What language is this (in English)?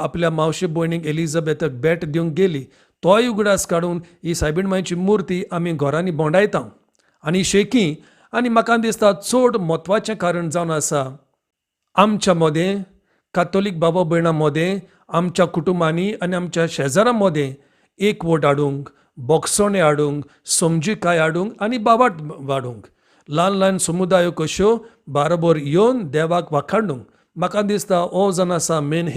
Konkani